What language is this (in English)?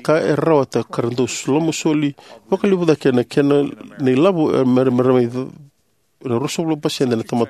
Fijian